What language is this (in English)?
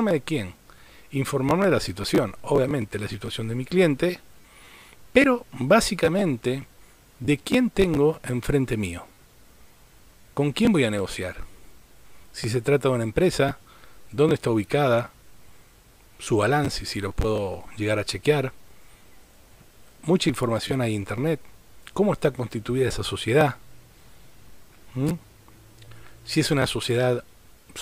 Spanish